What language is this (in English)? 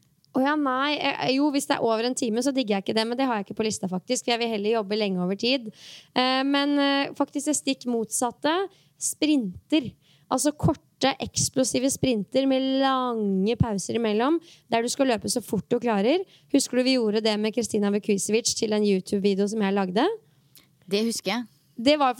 Norwegian